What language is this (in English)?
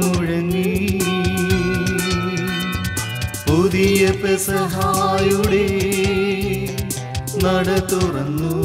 Malayalam